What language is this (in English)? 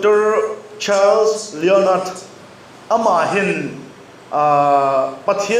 Vaiphei